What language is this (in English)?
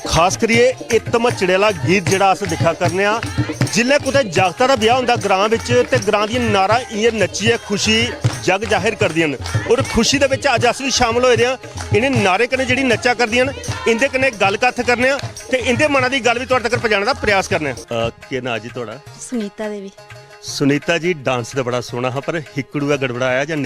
Dogri